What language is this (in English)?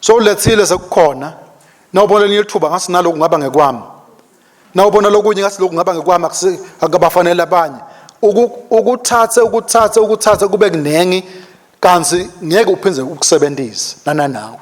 Swati